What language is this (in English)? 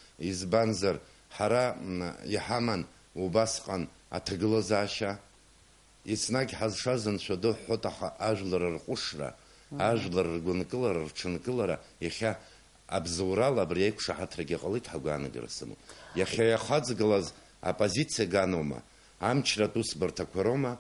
Abkhazian